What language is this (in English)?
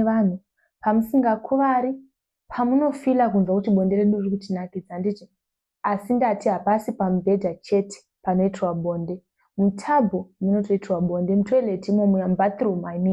Shona